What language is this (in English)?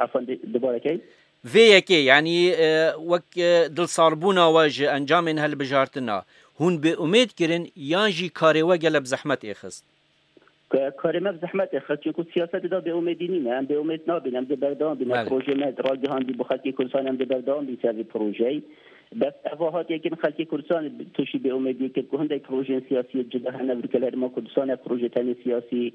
Kurdish